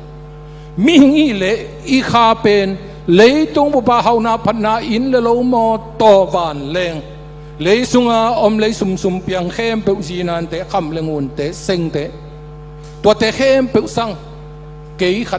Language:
Tedim Chin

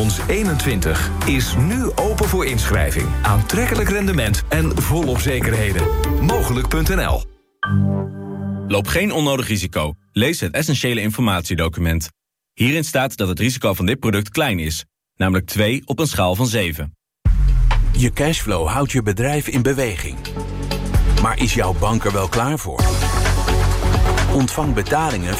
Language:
Dutch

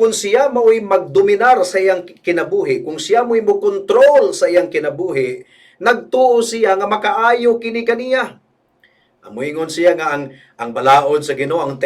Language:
Cebuano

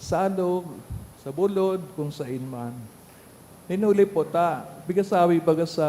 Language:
Bikol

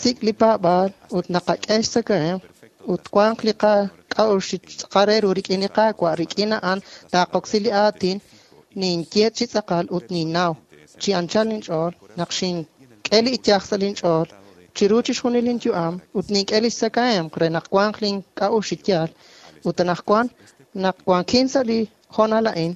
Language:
Kekchí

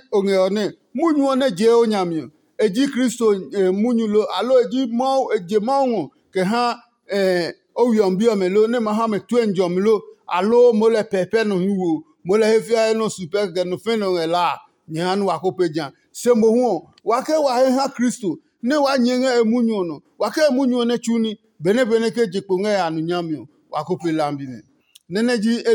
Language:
Adangme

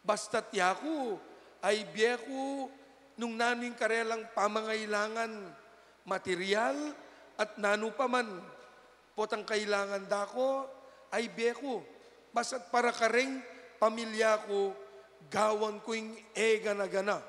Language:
Pampanga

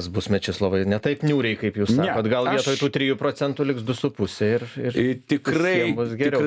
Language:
Lithuanian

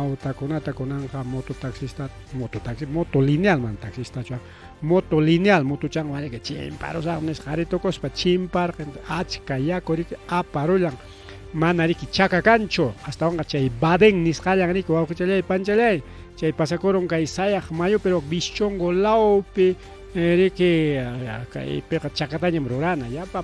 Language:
Ayacucho Quechua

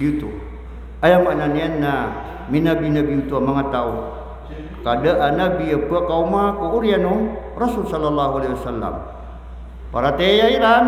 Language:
Maranao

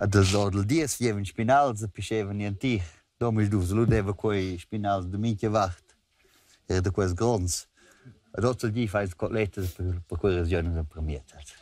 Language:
Romansh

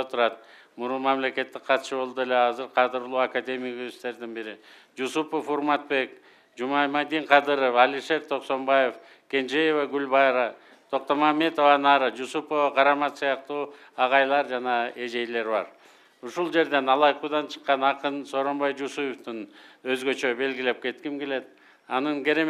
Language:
Kyrgyz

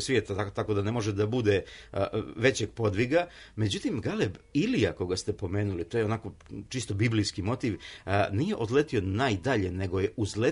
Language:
Serbian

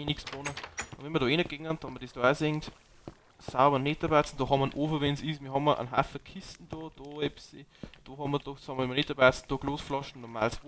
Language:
Bavarian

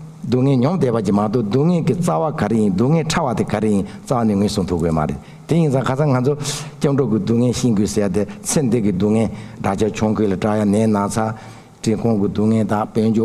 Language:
Tibetan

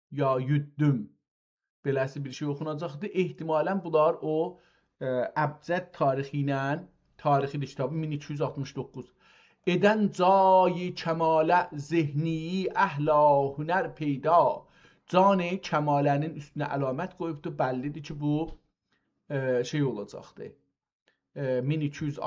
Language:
South Azerbaijani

